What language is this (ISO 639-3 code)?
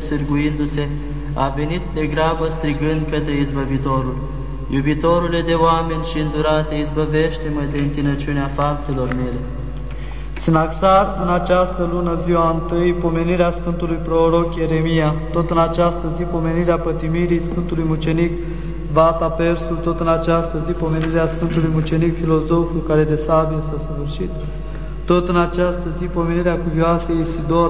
ron